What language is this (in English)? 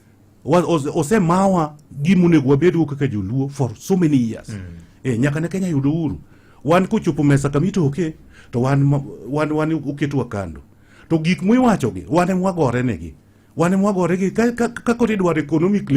Luo (Kenya and Tanzania)